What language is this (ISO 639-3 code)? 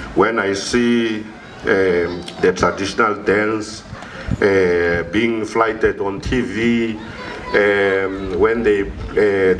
ven